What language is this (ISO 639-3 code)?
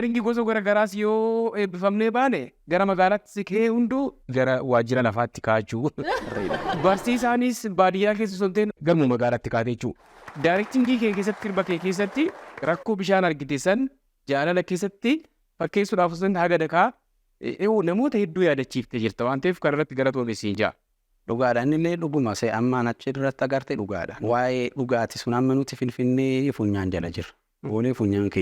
orm